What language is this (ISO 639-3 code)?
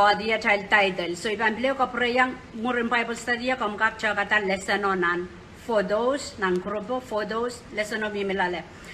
pon